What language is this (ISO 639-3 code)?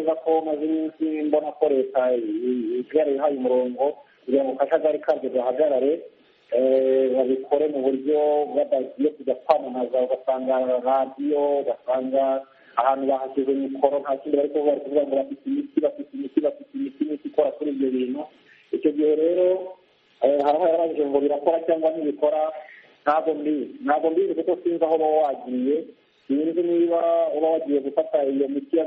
kin